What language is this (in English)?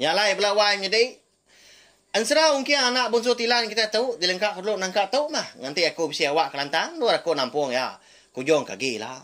Iban